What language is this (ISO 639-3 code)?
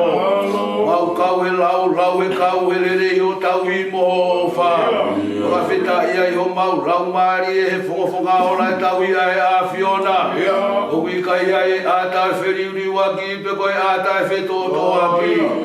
ton